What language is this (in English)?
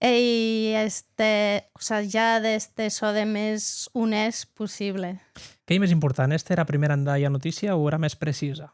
Occitan